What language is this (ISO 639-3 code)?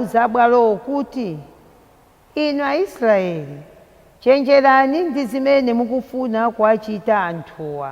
nya